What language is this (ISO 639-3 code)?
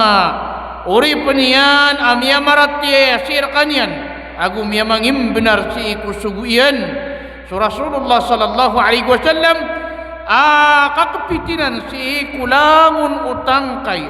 mrw